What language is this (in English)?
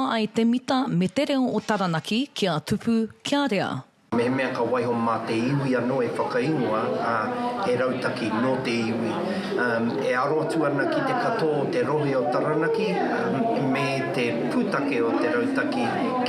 Māori